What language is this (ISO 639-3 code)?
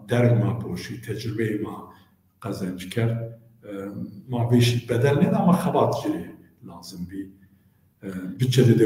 zza